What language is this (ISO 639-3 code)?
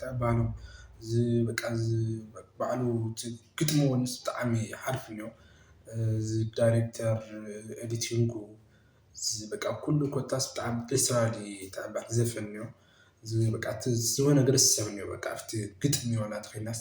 tir